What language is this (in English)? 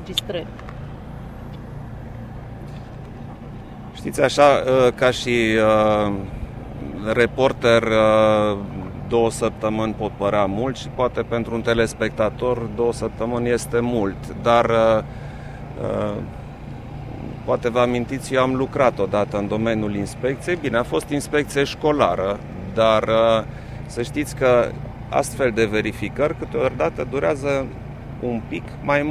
Romanian